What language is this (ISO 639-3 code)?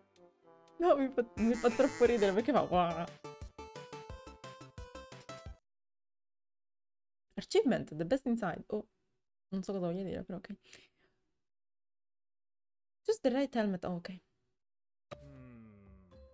ita